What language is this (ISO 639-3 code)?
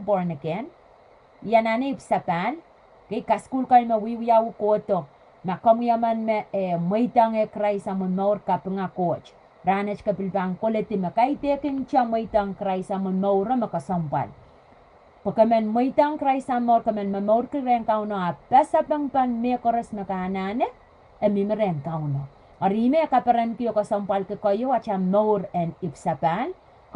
pon